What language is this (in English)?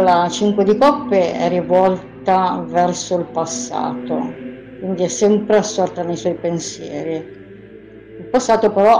Italian